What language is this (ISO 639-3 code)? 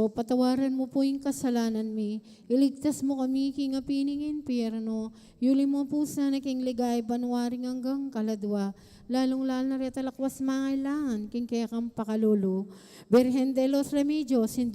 pam